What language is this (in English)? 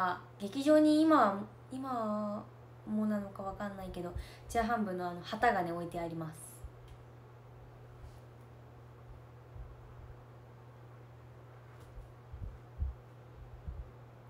Japanese